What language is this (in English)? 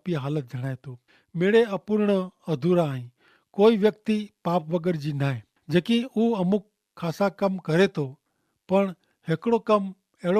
Kachhi